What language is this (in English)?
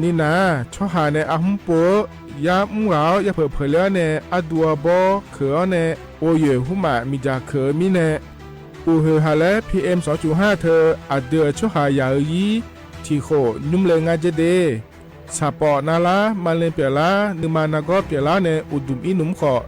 Akha